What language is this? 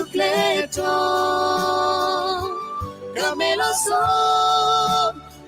S'gaw Karen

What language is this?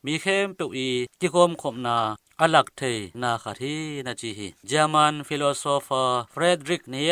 Tedim Chin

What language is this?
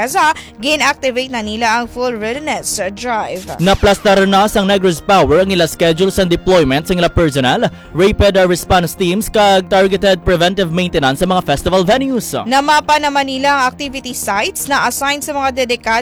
Hiligaynon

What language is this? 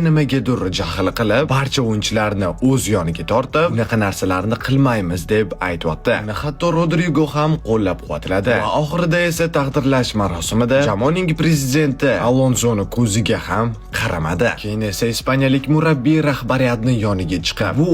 Uzbek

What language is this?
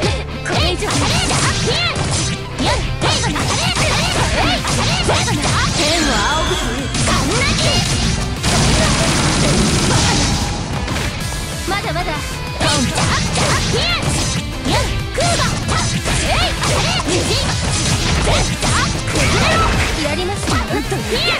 Japanese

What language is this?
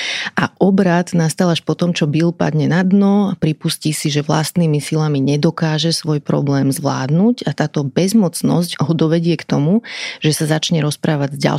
Slovak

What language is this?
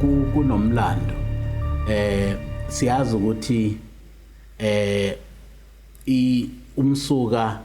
Zulu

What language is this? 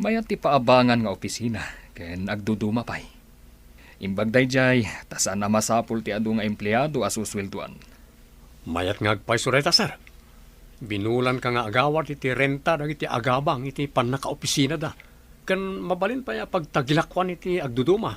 Iloko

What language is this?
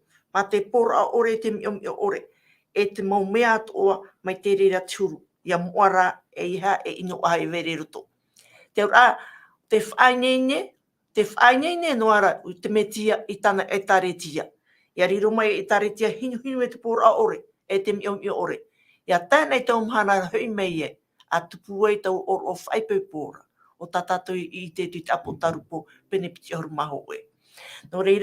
Tahitian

